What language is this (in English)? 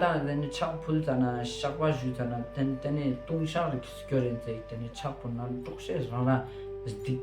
Ladakhi